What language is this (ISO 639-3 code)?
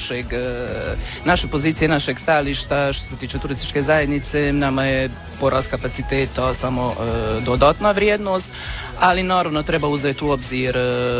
hrv